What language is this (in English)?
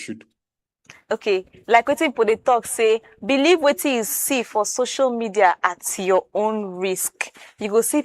Nigerian Pidgin